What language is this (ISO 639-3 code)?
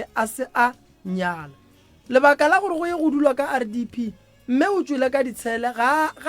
nso